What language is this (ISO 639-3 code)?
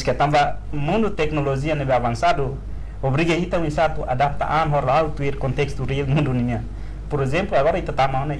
tet